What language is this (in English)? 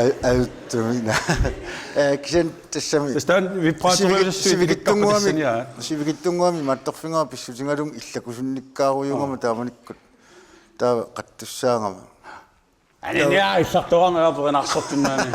Kalaallisut